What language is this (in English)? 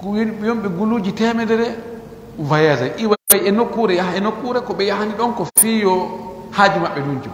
Pular